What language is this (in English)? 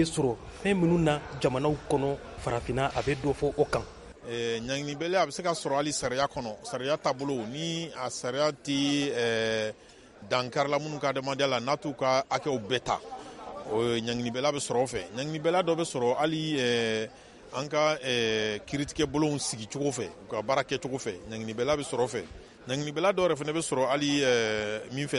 Bambara